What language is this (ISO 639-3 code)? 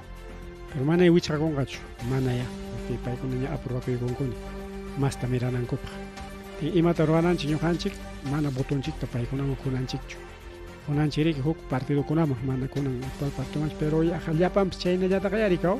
quy